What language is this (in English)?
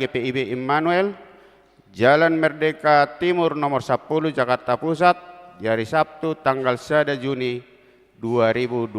Batak Toba